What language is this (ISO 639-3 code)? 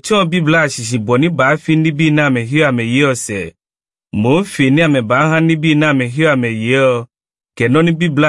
ewe